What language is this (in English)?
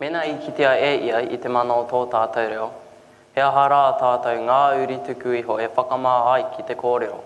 Māori